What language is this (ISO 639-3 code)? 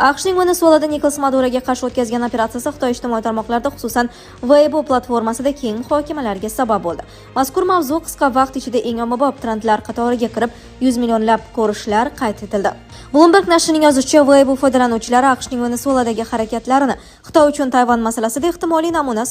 uzb